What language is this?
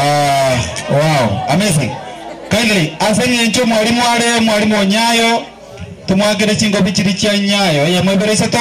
Gusii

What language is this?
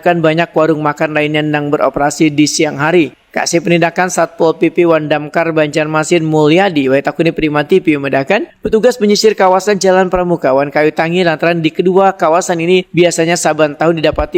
Banjar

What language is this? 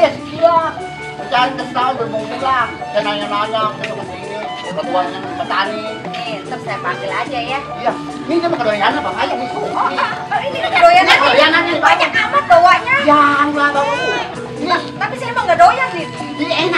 Betawi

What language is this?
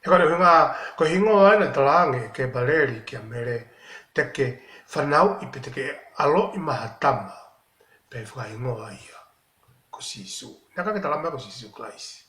Tongan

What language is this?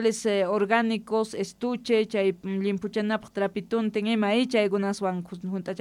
Quechua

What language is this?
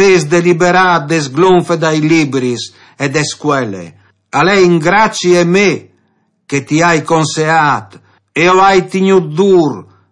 Friulian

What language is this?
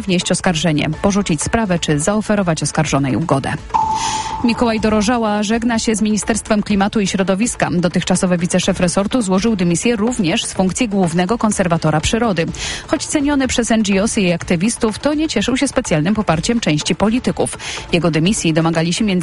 Polish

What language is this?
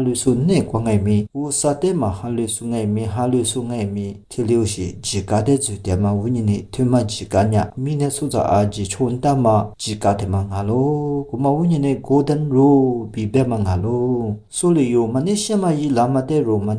Lisu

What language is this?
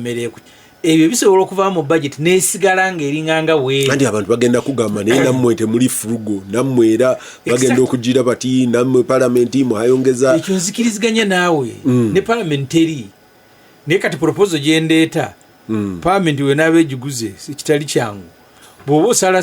Ganda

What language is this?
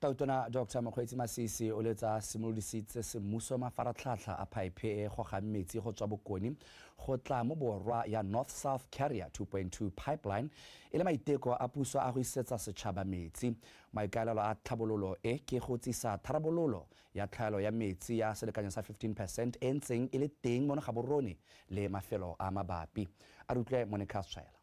Tswana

